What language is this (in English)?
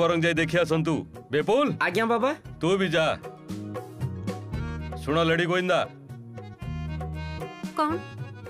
Odia